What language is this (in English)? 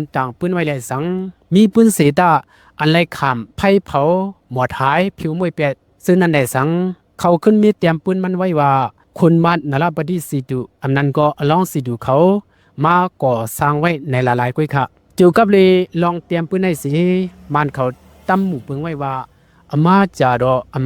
Shan